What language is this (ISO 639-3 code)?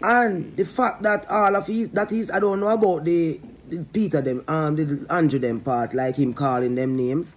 jam